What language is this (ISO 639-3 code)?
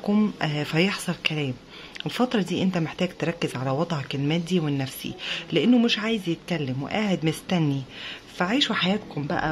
arz